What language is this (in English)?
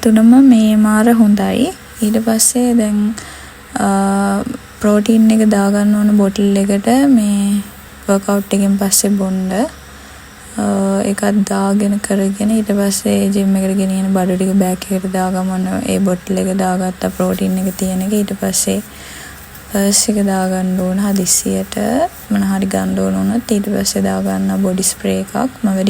Sinhala